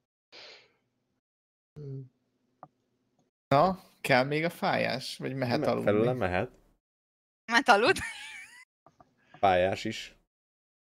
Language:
Hungarian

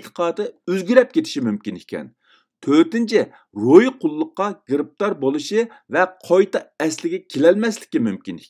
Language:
Uyghur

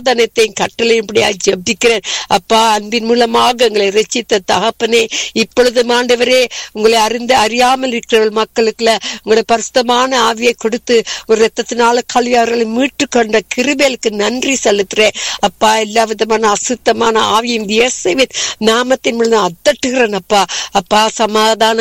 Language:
Tamil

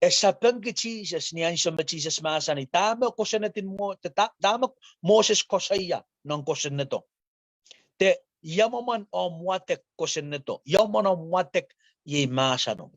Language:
Pohnpeian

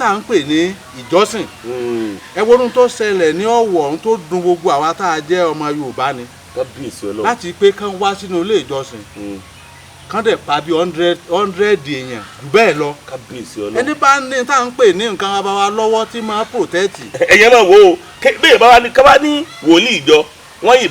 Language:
Yoruba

